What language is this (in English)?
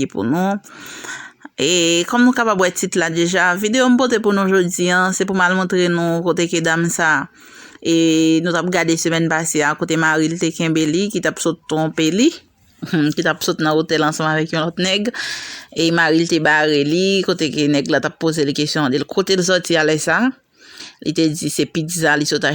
Haitian Creole